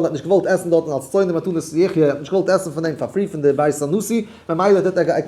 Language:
Yiddish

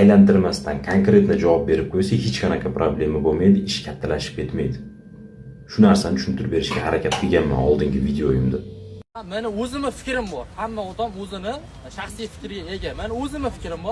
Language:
Uzbek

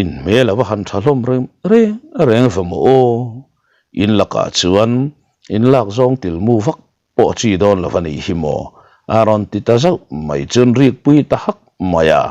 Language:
Mizo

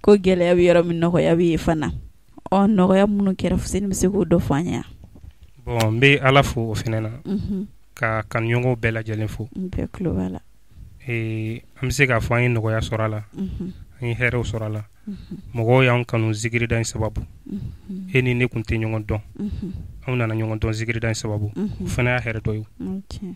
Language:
Bambara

